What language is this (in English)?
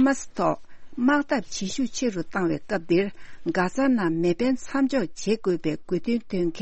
Tibetan